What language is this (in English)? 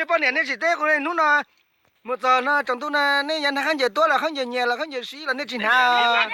Hmong